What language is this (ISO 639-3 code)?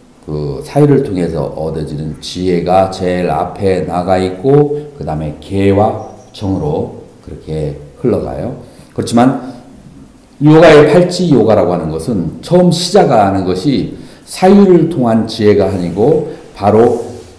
kor